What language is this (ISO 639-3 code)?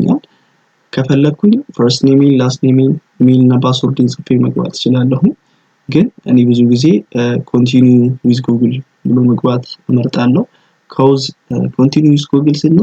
amh